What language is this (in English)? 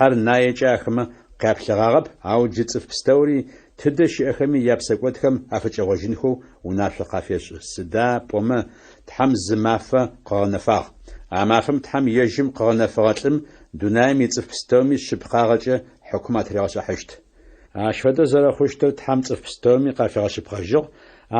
Adyghe